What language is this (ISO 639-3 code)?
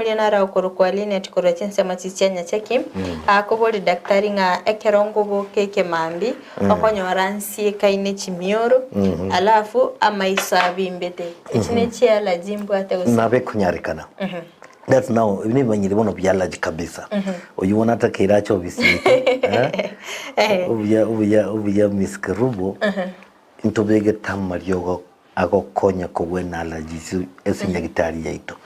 guz